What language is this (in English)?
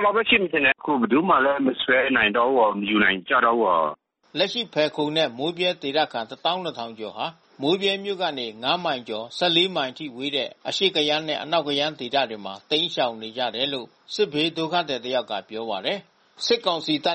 Burmese